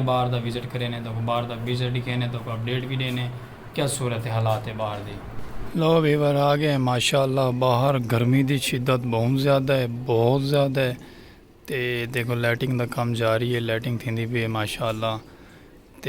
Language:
Saraiki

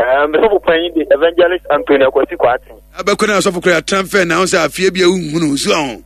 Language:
Akan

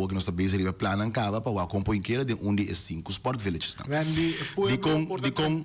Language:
Papiamento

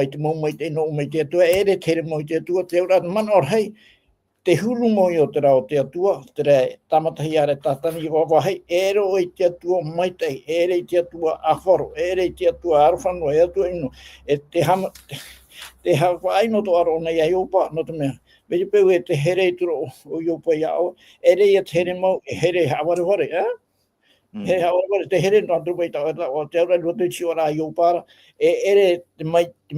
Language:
Tahitian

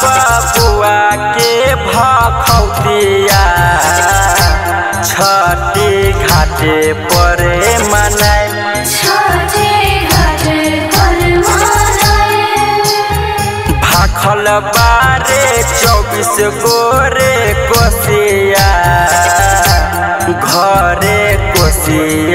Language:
Bhojpuri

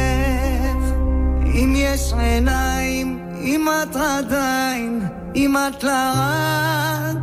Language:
Hebrew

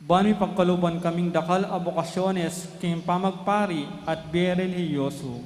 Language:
Pampanga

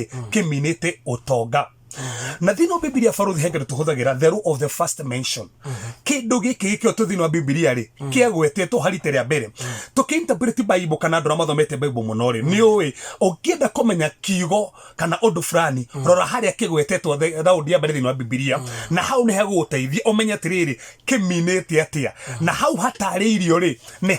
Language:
Kikuyu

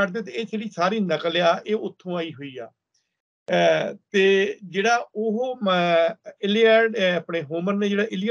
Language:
Punjabi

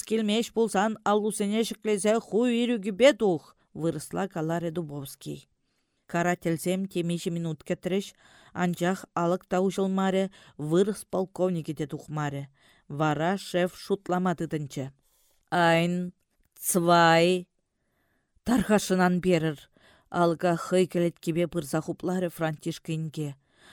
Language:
Chuvash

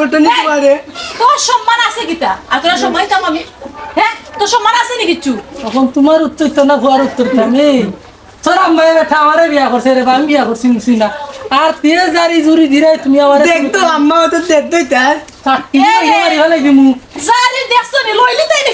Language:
Sylheti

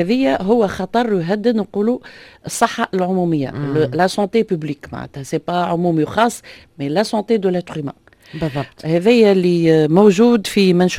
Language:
Tunisian Arabic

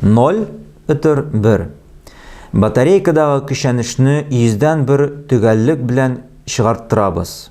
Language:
Tatar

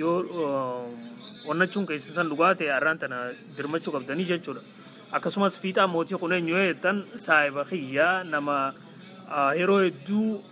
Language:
Oromo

